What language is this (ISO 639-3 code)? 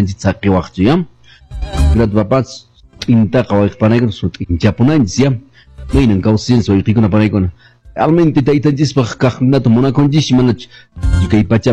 que